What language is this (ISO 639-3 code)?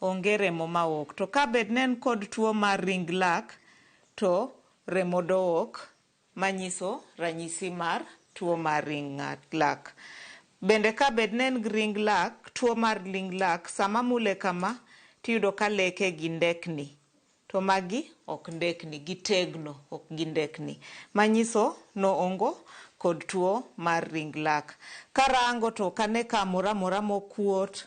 luo